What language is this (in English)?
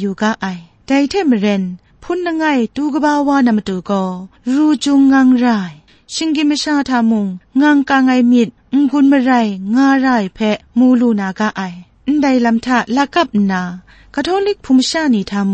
Kachin